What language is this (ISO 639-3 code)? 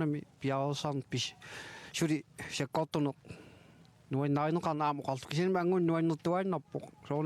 kal